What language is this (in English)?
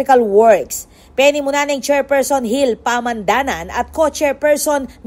Pampanga